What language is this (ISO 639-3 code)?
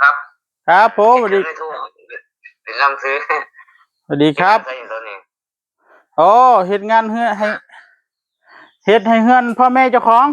tts